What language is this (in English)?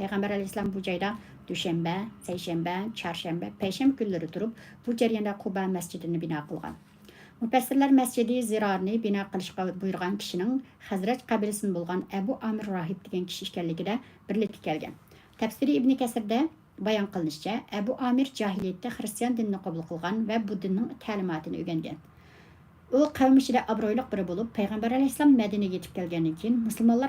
Uyghur